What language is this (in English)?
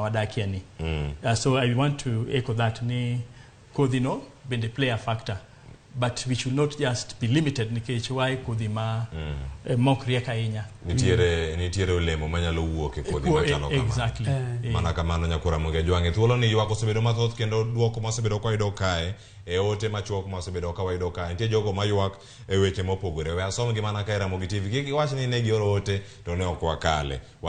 Luo (Kenya and Tanzania)